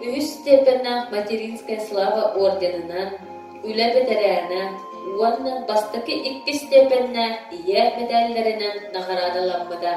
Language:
Yakut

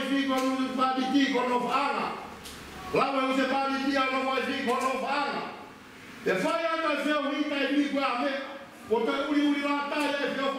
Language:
Tongan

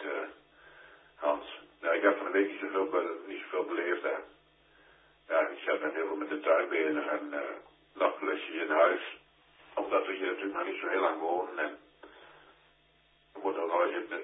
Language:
Dutch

